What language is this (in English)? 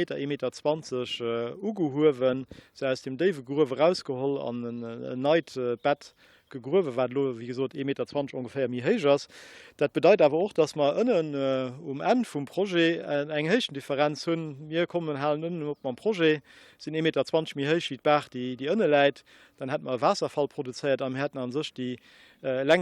Luxembourgish